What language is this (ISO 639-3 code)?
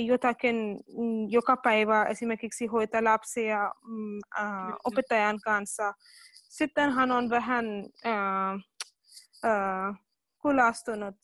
fin